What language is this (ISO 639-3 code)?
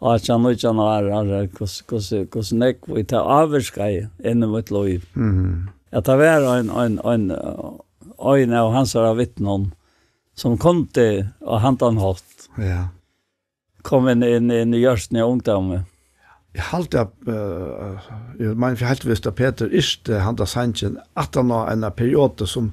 fao